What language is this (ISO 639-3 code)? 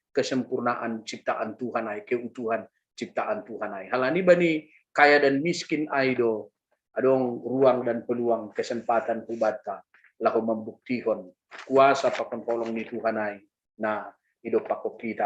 bts